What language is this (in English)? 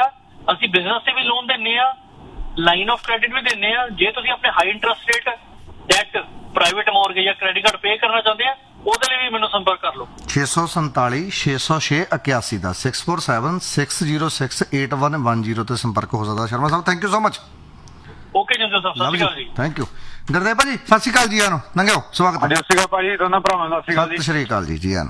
Punjabi